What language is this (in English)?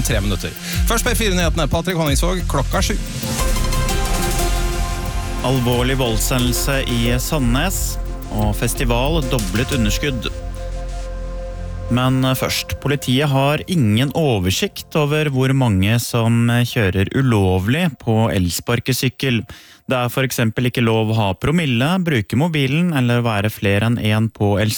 Norwegian